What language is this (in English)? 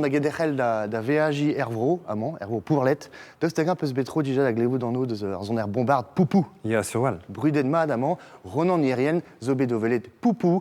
Breton